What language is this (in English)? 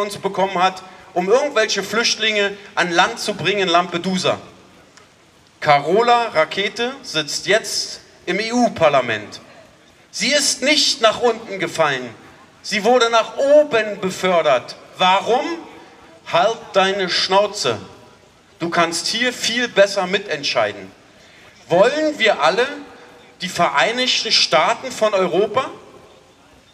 German